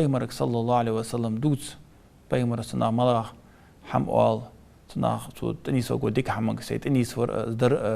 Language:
Ingush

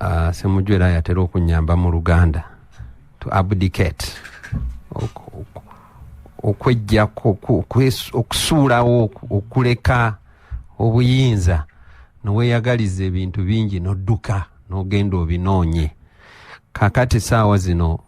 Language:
Ganda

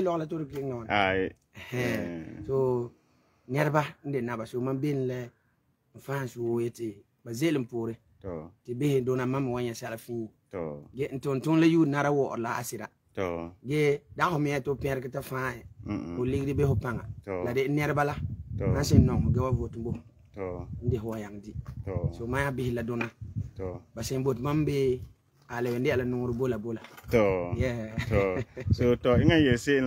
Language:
Frafra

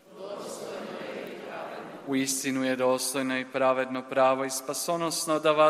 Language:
Croatian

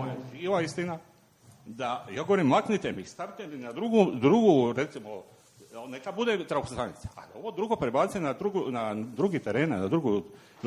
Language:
Croatian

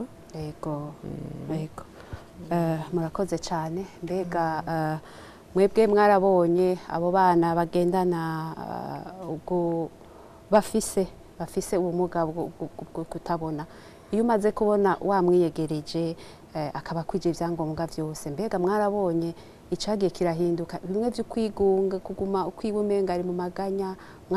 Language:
Rundi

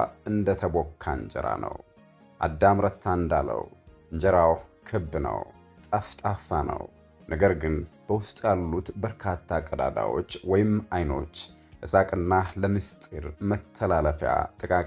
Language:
Amharic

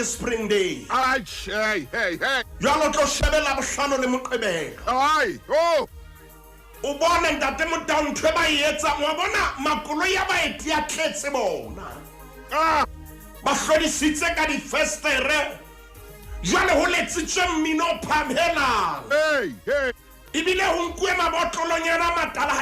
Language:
Southern Sotho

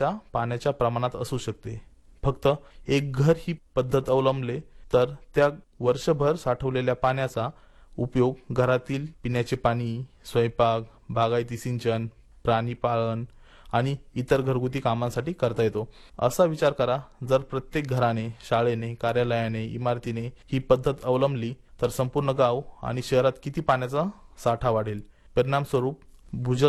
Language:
Marathi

